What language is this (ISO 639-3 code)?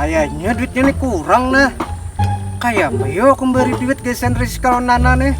bjn